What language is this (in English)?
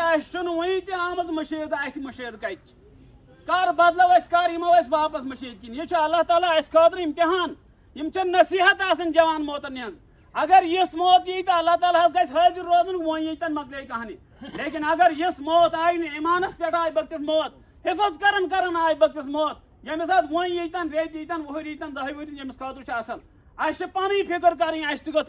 Kashmiri